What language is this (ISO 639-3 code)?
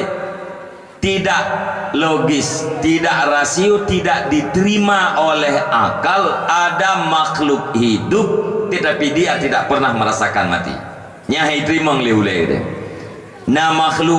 ace